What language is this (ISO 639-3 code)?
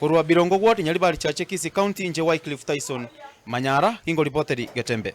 guz